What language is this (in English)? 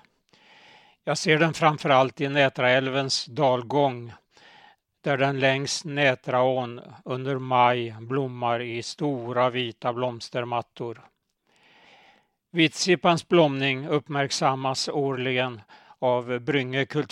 Swedish